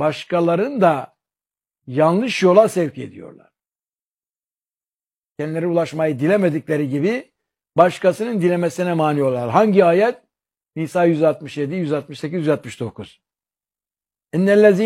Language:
Turkish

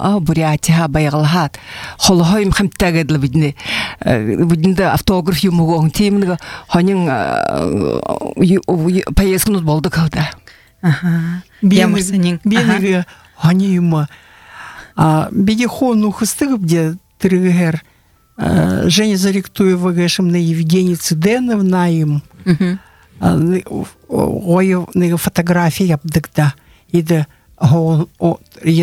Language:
Buriat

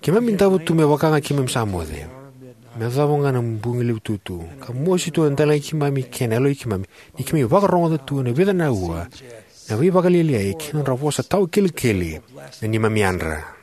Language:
Fijian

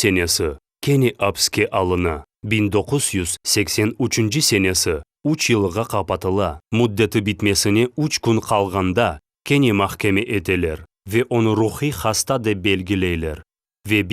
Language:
Crimean Tatar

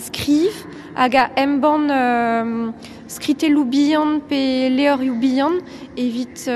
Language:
Breton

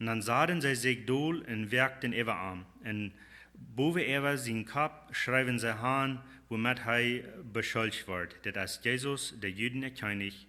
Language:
Plautdietsch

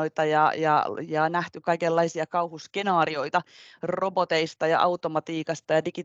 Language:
Finnish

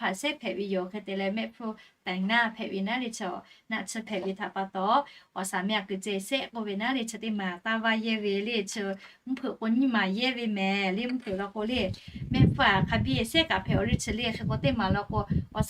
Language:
Lahu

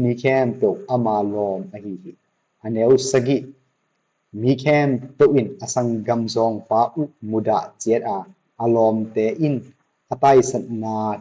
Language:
Tedim Chin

